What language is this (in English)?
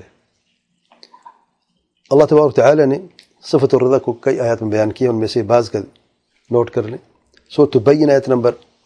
Urdu